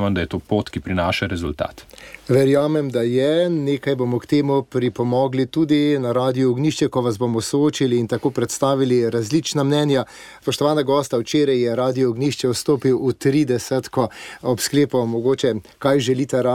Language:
Slovenian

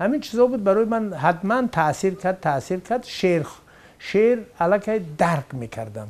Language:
Tajik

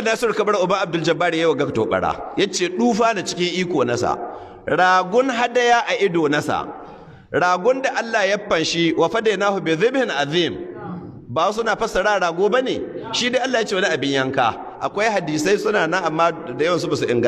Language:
Hausa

